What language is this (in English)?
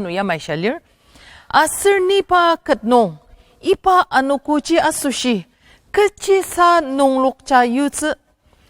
Ao Naga